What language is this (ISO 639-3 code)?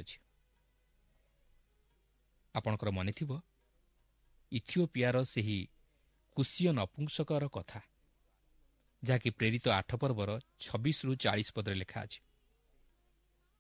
ori